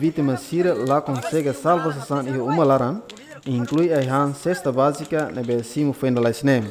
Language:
Tetum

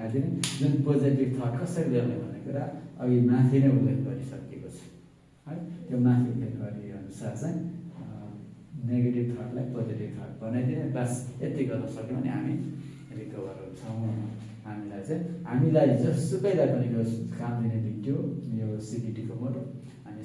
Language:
Nepali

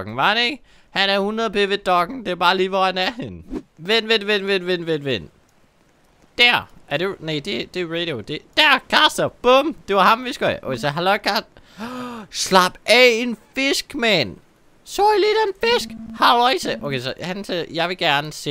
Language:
Danish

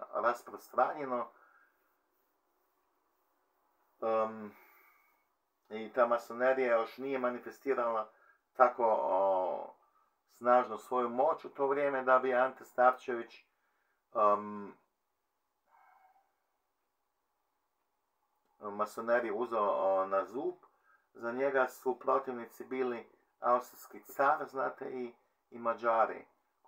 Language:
Croatian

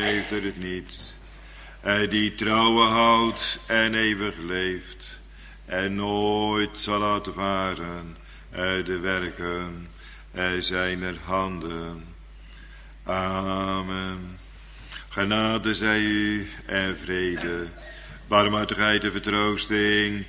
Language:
Dutch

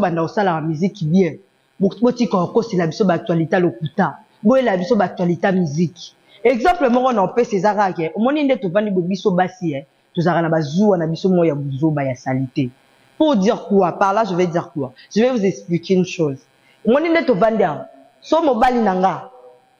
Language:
Lingala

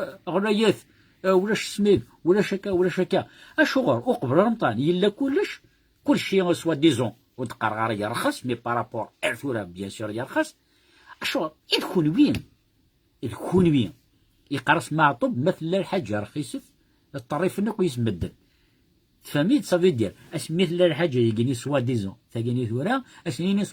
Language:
Kabyle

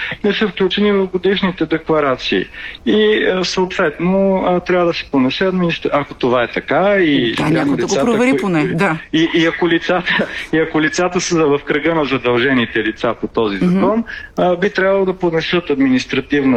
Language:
Bulgarian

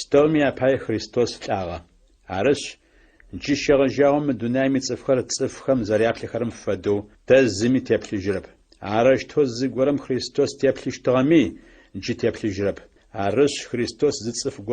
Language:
Adyghe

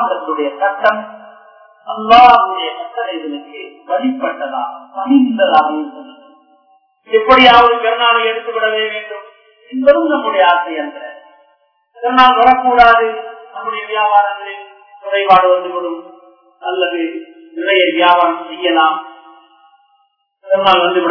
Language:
Tamil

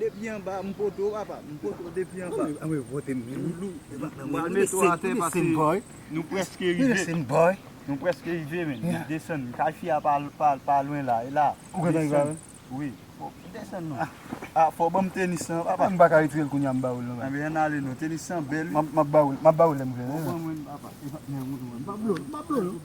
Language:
Haitian Creole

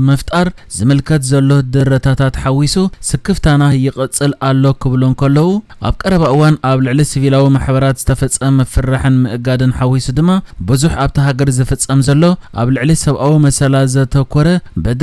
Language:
Tigrinya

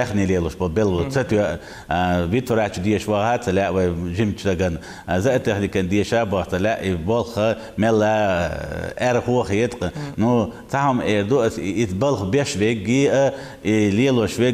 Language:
Chechen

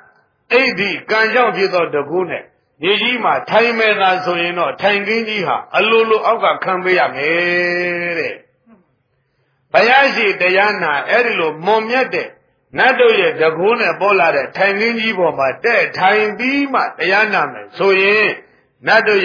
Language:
Burmese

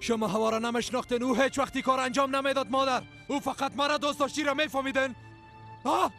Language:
Persian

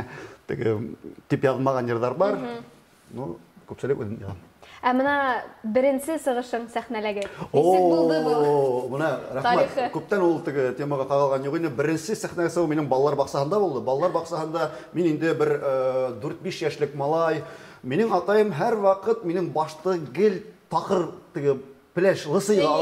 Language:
Bashkir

